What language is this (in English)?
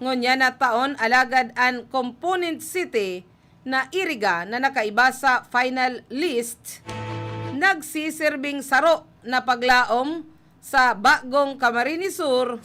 Bikol